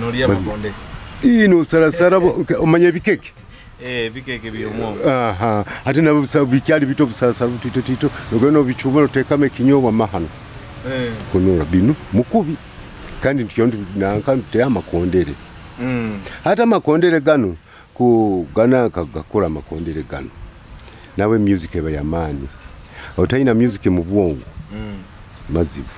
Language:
Nyoro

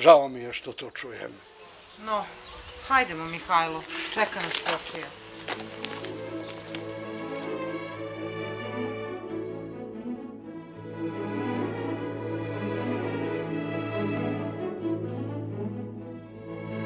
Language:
Serbian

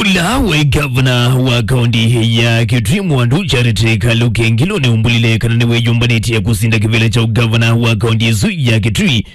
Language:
Kamba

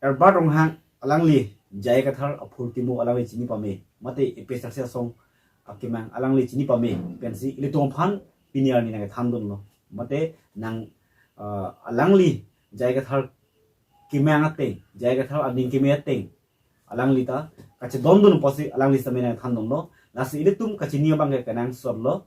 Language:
Karbi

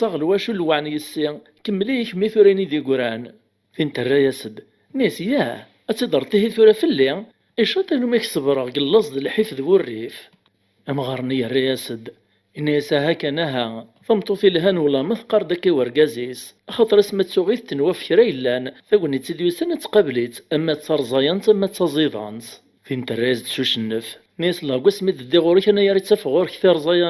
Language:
Kabyle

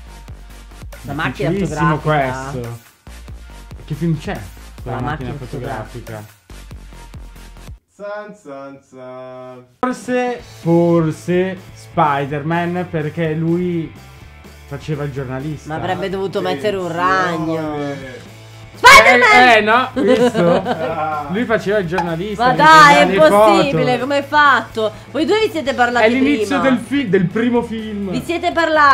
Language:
Italian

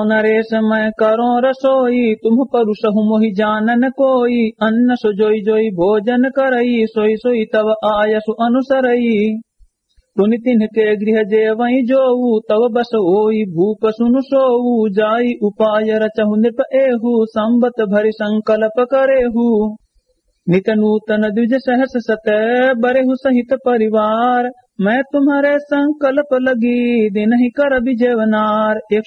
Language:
Awadhi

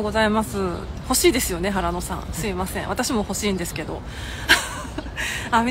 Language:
Japanese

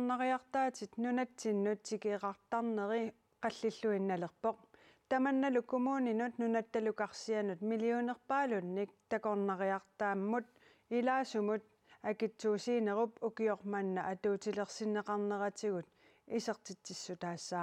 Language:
Kalaallisut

